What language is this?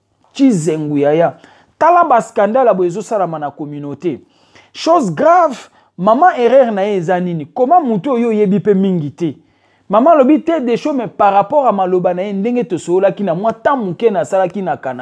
Lingala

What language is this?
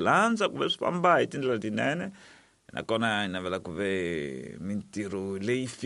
Tsonga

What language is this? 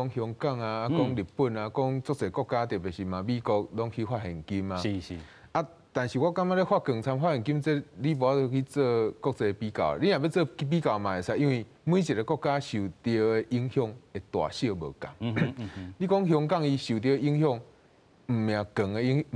Min Nan Chinese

